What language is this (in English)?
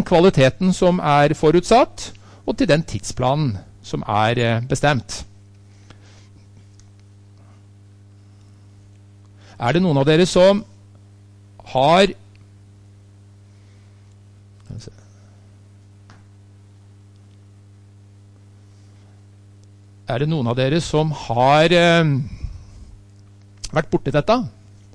Norwegian